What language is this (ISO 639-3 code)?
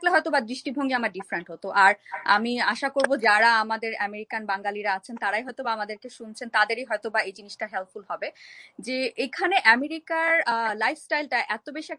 ben